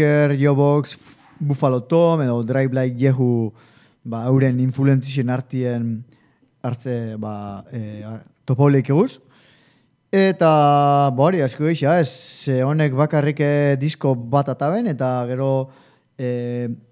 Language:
Basque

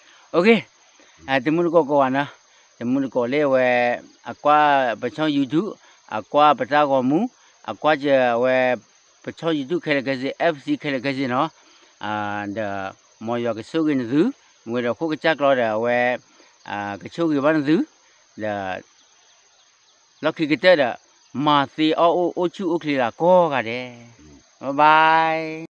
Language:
S'gaw Karen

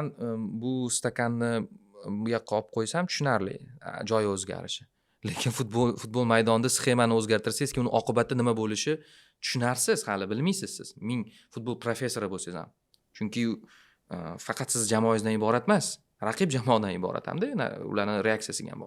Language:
Uzbek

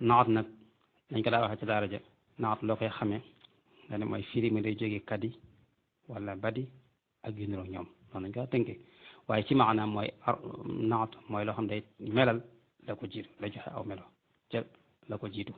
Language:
Wolof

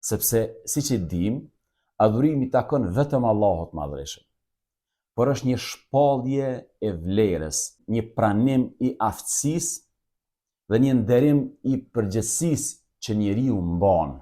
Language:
Albanian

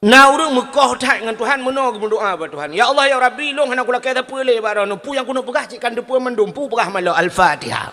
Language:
Achinese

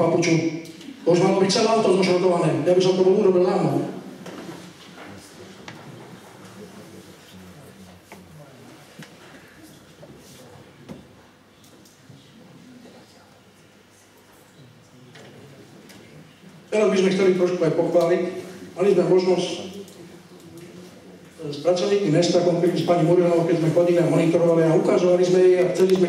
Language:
Slovak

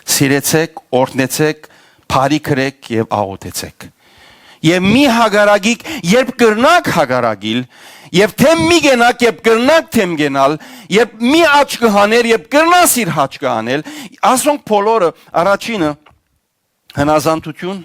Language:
Western Armenian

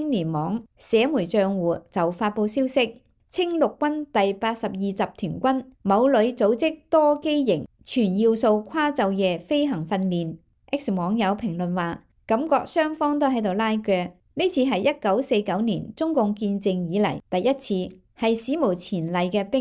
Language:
Cantonese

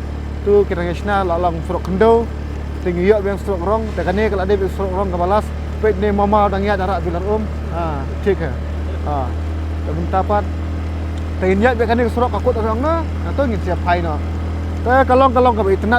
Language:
Khasi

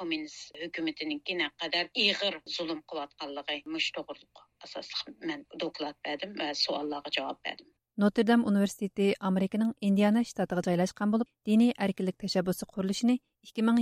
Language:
Uyghur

